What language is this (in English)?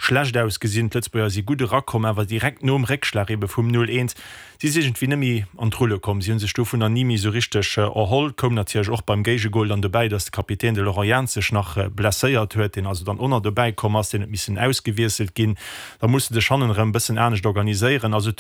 Luxembourgish